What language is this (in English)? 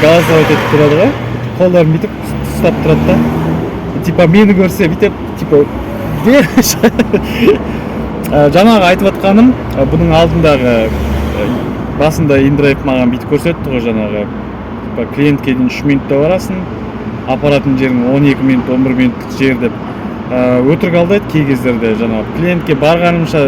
Kazakh